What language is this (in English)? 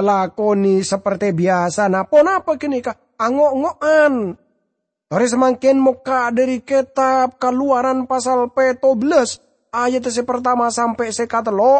Madurese